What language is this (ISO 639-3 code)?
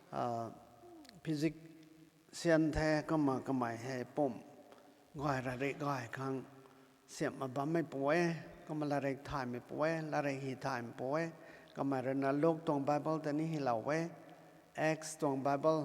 nbu